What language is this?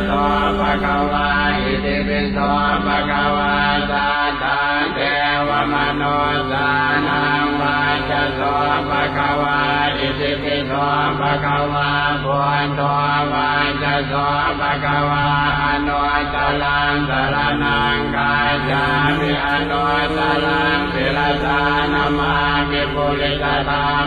Pali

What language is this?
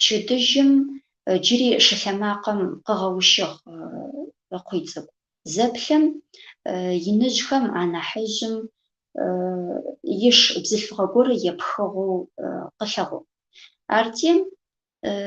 Adyghe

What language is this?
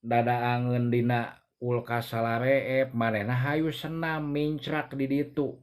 Sundanese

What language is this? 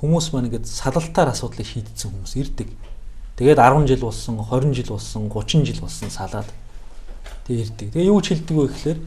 Mongolian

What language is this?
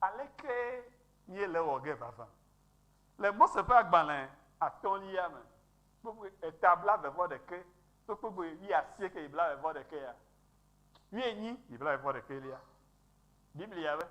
Ewe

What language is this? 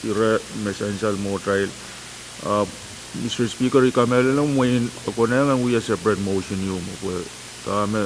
Pohnpeian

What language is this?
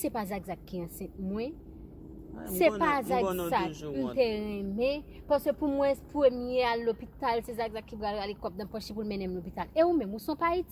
Haitian Creole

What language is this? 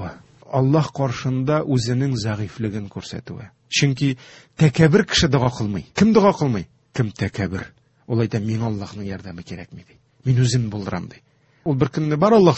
Tatar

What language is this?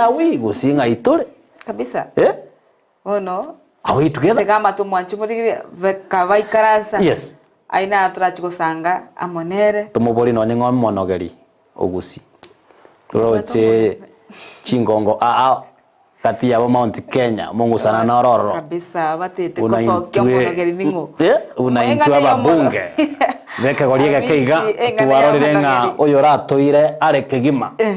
Gusii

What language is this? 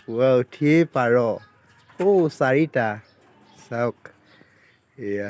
Assamese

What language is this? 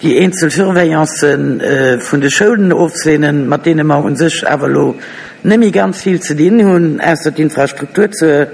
Luxembourgish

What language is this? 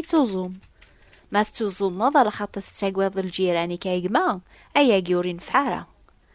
Kabyle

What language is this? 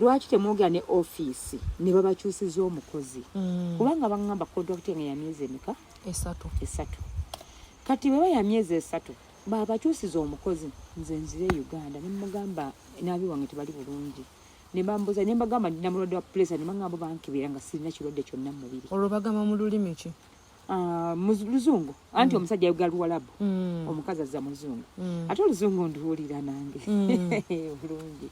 Ganda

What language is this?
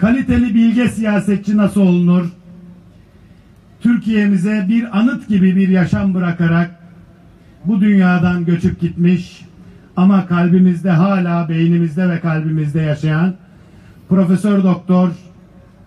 Turkish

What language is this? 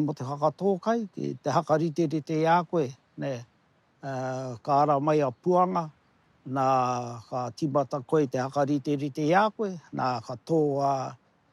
Māori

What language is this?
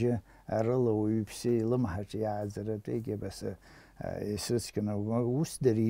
Abkhazian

